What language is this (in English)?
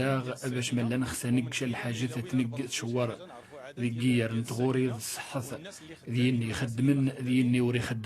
Central Atlas Tamazight